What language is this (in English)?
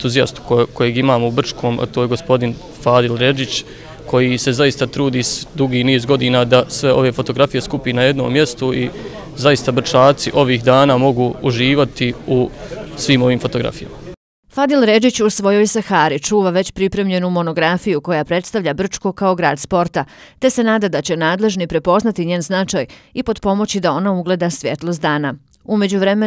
Bosnian